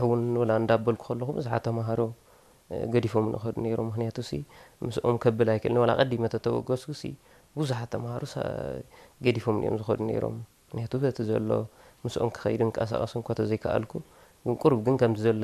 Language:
Tigrinya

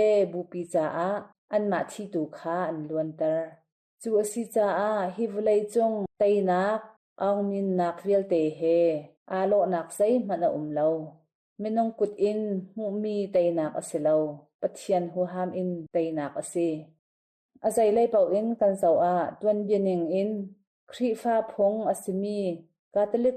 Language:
Hakha Chin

